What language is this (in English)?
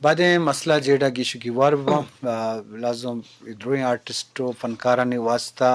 Eastern Balochi